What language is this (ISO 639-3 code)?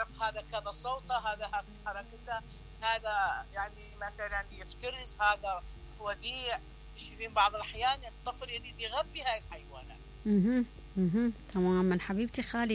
acm